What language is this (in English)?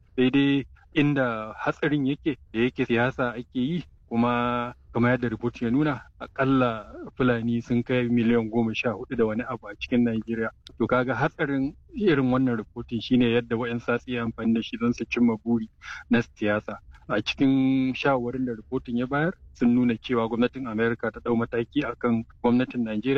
Hausa